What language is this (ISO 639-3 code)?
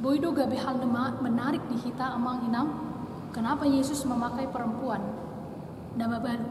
bbc